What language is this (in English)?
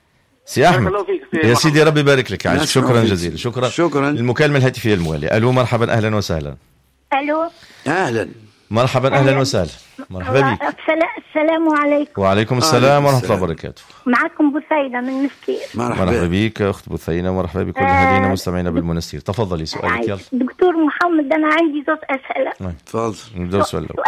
Tunisian Arabic